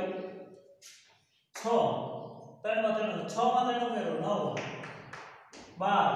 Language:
Gujarati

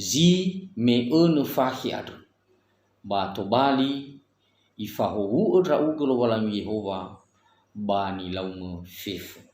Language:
Nias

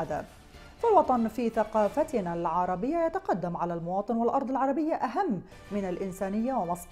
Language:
Arabic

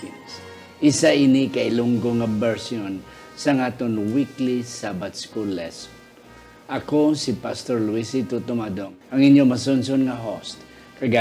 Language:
Hiligaynon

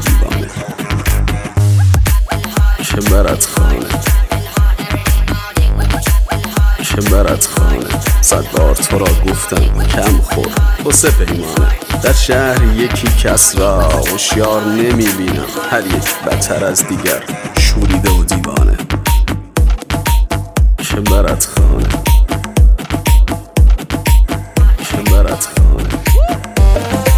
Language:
Persian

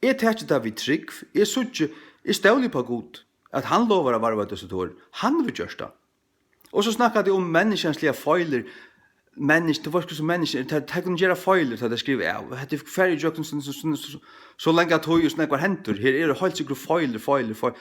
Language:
Faroese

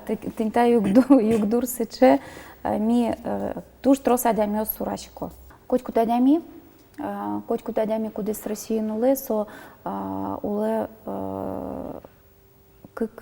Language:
Udmurt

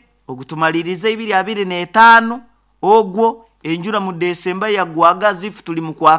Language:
Nyoro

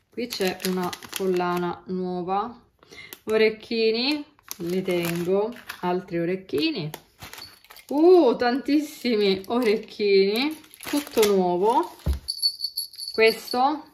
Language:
Italian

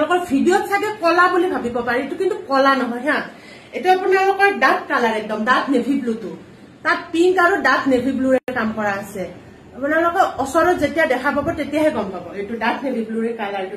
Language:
Assamese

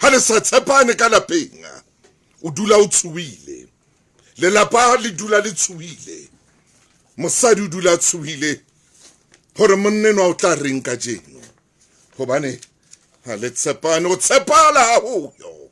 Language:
Southern Sotho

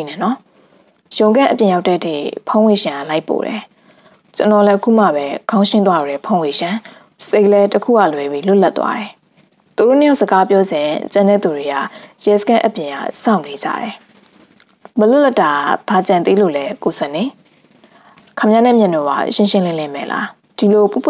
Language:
Burmese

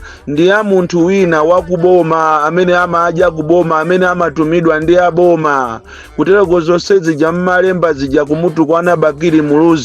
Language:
Nyanja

